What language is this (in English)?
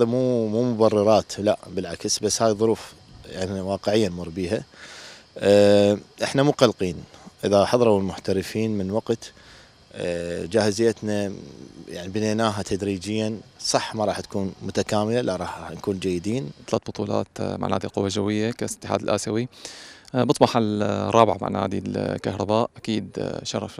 Mesopotamian Arabic